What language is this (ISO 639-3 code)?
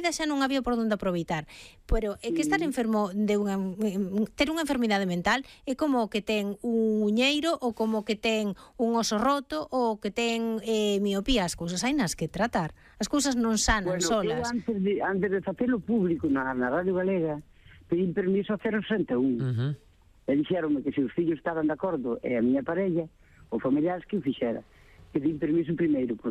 glg